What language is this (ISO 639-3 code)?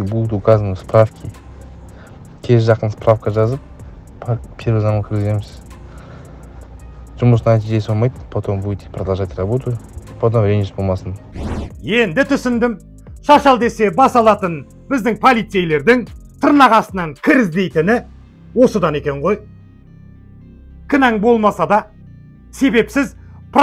kaz